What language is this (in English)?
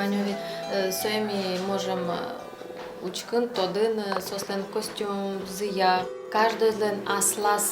Udmurt